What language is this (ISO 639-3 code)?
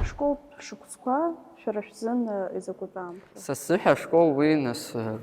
abk